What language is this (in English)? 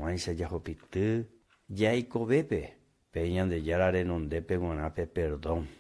Guarani